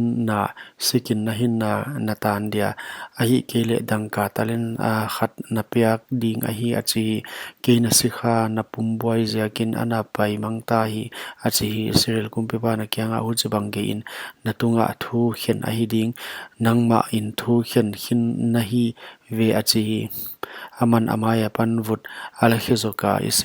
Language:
Paite Chin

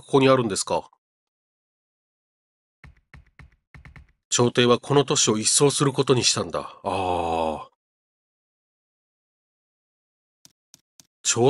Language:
Japanese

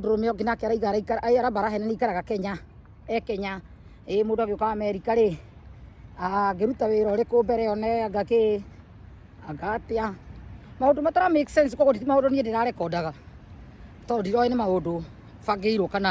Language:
Kikuyu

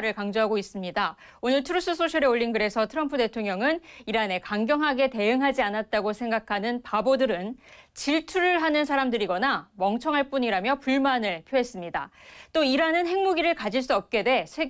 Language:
Korean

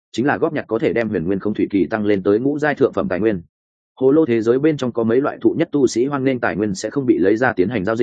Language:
Vietnamese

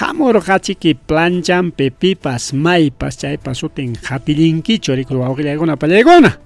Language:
Ayacucho Quechua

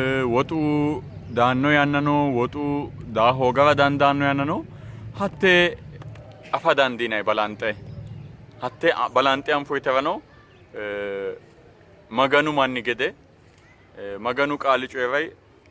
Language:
Sidamo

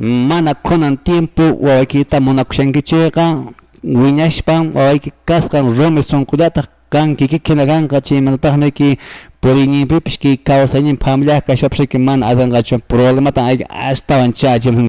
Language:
Quechua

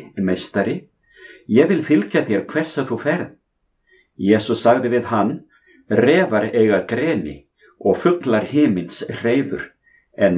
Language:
Icelandic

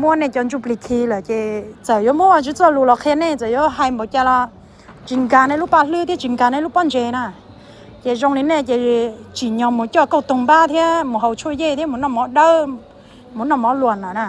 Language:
Hmong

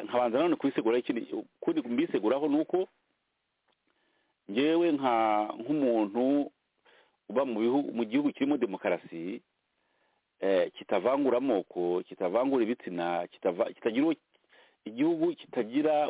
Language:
Kinyarwanda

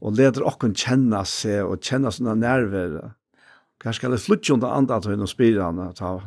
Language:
Faroese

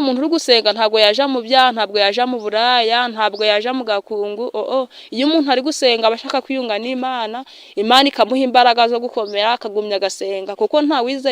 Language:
Kinyarwanda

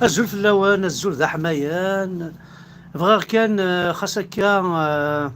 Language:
Kabyle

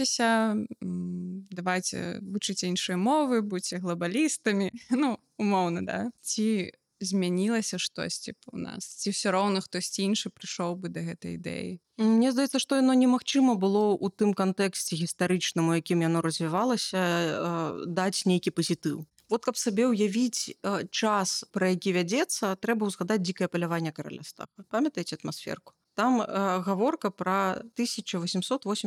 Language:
Belarusian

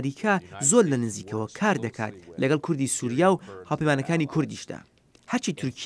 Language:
Central Kurdish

